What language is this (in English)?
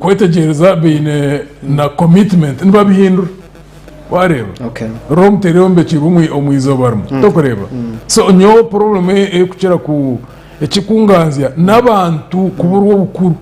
Nyankole